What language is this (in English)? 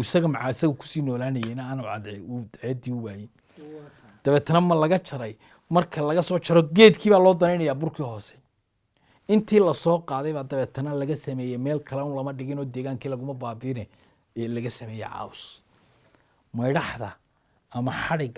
Somali